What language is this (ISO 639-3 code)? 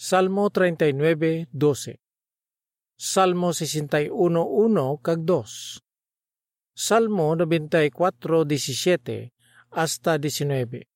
hil